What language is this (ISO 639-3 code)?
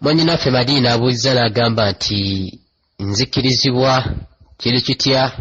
lug